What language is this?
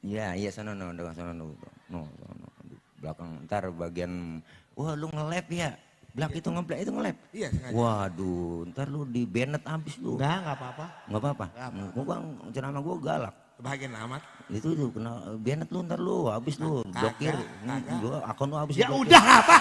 Betawi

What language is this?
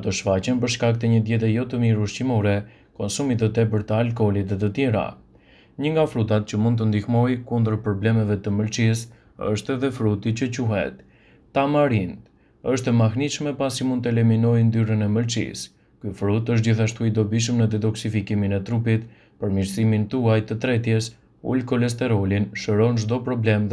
Albanian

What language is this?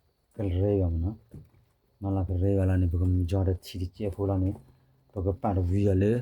S'gaw Karen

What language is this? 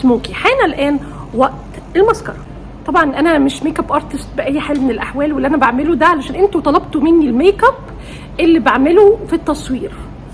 Egyptian Arabic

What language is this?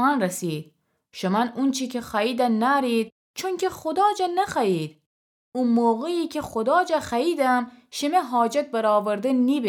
Gilaki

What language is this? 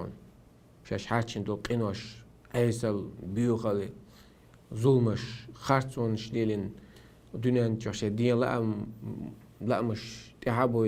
Chechen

